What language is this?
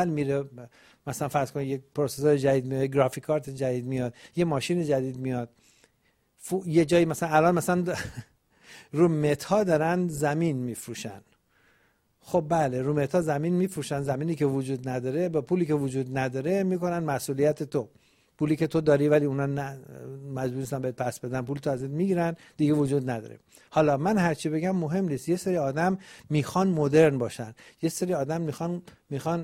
Persian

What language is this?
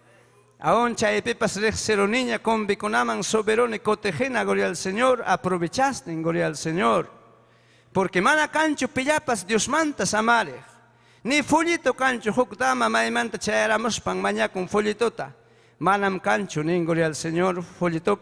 Ayacucho Quechua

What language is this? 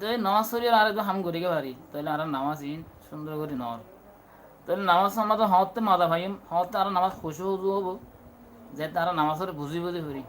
Rohingya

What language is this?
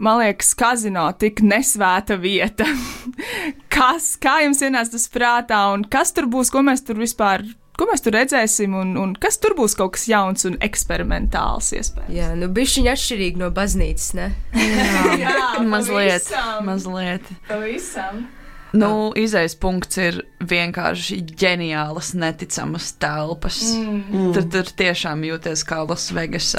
Latvian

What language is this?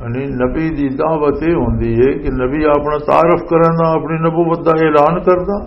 Western Panjabi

